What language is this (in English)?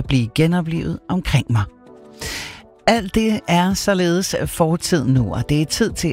Danish